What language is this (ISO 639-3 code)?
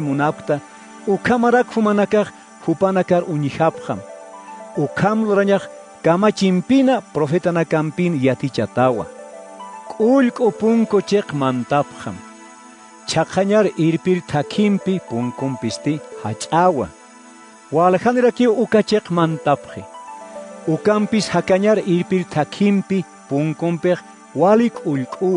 aym